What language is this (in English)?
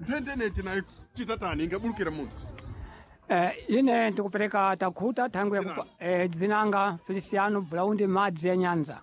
Sena